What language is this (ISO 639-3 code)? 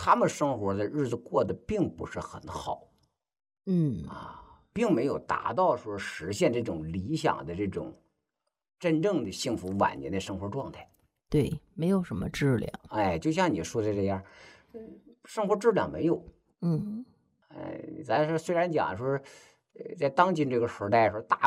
zho